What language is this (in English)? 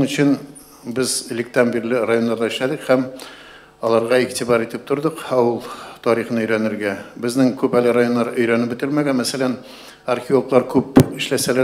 Tatar